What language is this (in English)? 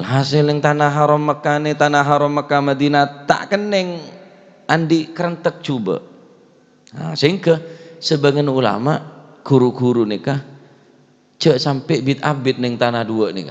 Madurese